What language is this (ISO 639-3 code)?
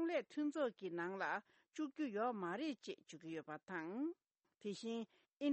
bod